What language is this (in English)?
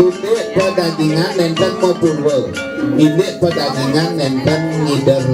Balinese